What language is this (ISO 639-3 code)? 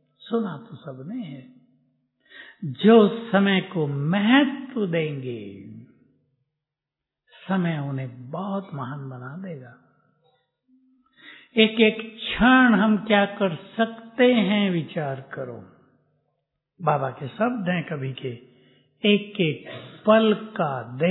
hin